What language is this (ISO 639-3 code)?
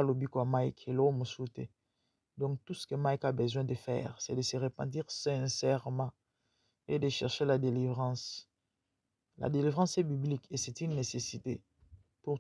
lin